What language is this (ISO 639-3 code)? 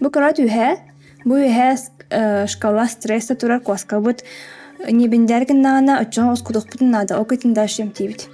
sah